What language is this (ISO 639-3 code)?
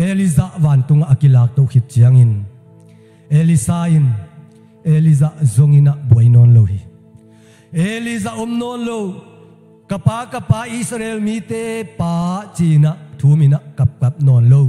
ctd